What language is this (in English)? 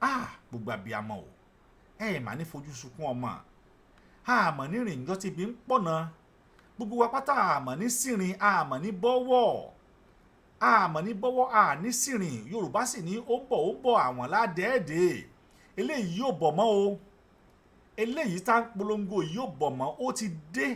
Yoruba